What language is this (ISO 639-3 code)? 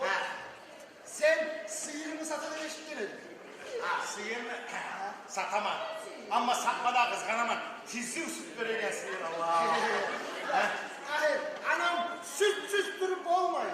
kum